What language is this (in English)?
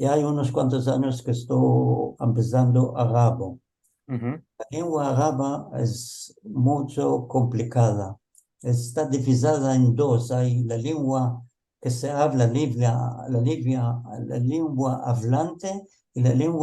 Ladino